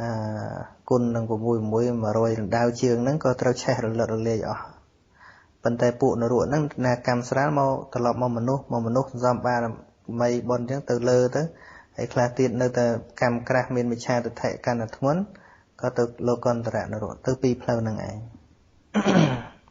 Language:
Khmer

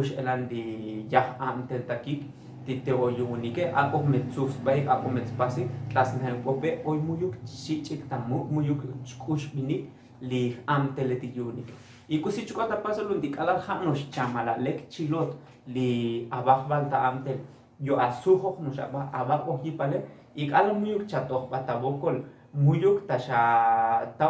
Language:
Tzotzil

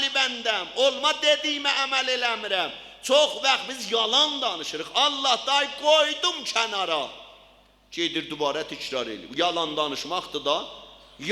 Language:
South Azerbaijani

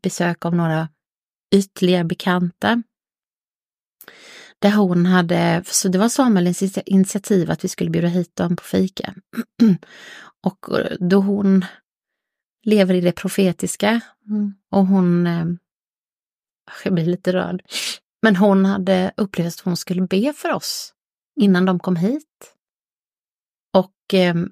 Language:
Swedish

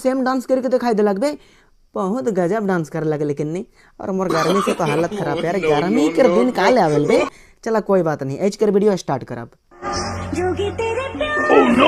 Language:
Sadri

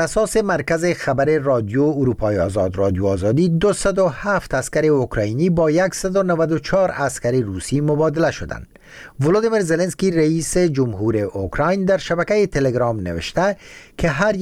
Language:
Persian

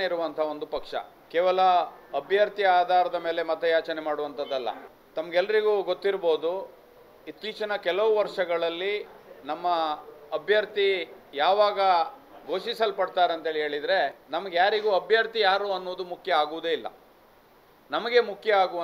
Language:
Kannada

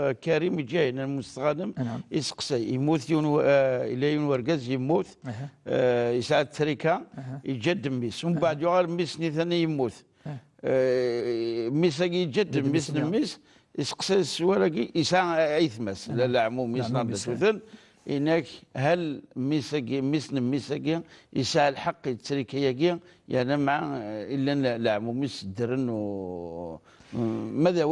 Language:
Kabyle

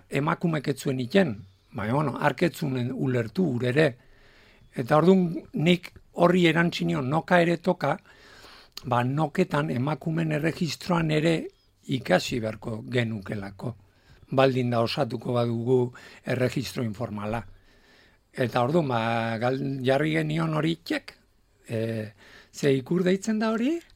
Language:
Basque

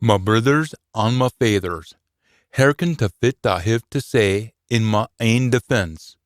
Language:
Scots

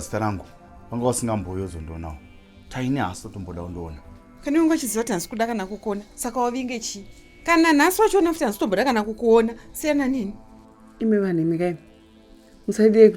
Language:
Shona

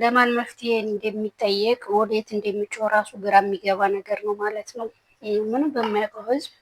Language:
Amharic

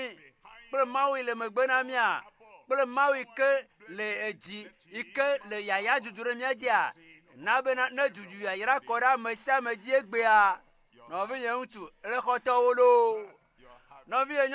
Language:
Ewe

